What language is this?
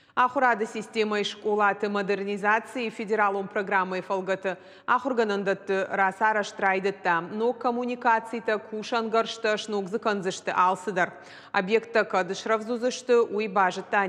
Ossetic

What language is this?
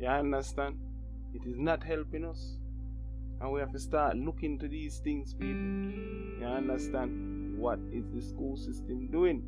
Jamaican Creole English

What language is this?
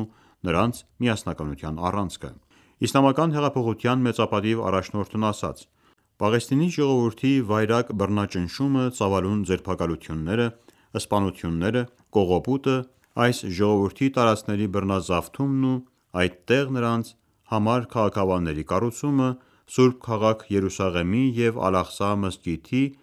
Armenian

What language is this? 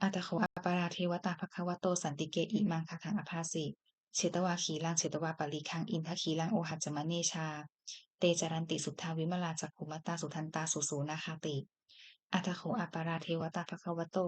Pali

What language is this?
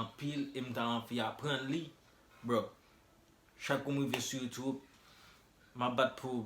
Haitian Creole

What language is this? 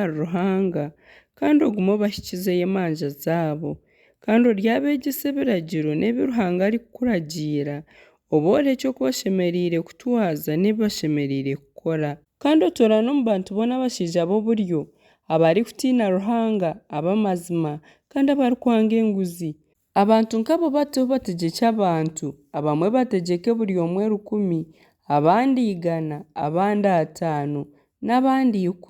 Nyankole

